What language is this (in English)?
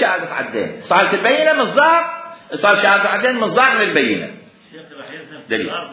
Mesopotamian Arabic